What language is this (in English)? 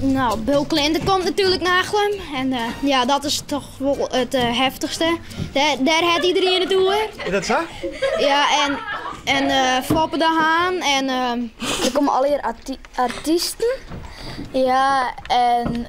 Western Frisian